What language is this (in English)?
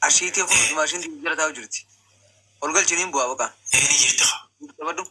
Oromo